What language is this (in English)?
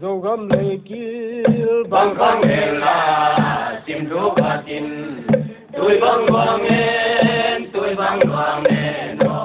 Paite Chin